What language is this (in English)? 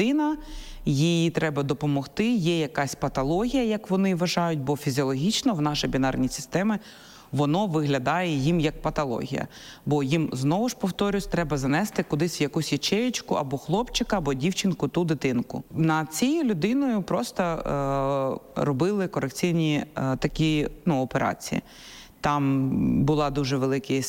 Ukrainian